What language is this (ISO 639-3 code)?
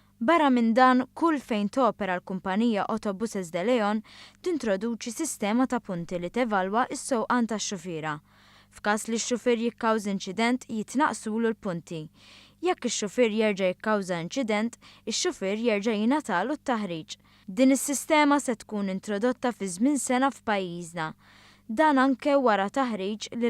mlt